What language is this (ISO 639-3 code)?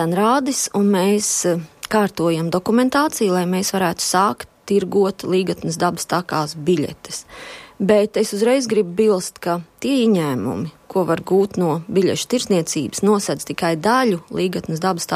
lav